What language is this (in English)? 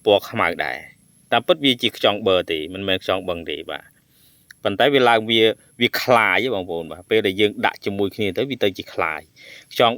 Khmer